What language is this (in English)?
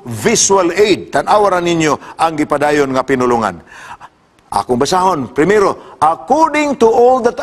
Cebuano